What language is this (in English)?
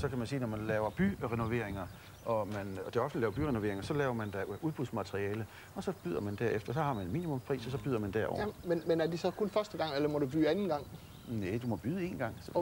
Danish